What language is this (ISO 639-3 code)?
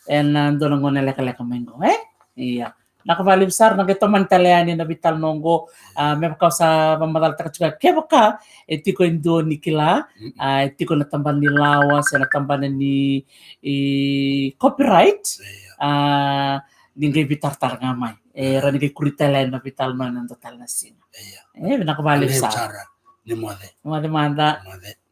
fij